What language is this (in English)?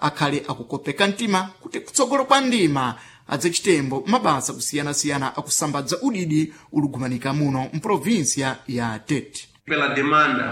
Sena